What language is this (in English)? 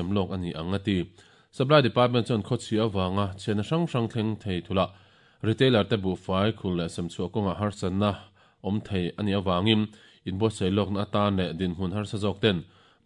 Mizo